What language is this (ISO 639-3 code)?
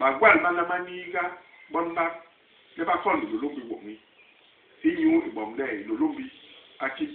bas